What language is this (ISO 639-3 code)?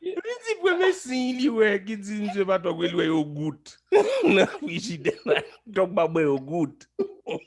hat